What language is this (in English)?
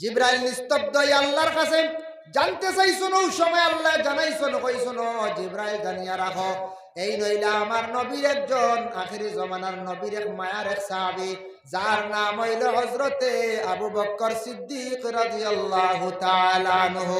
Sylheti